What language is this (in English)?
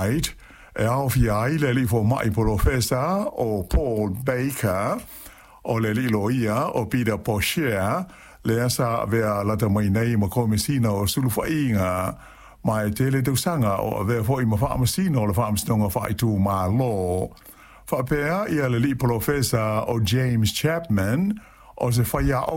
Samoan